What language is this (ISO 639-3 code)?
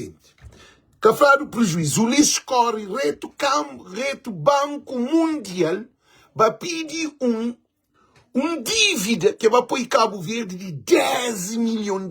kea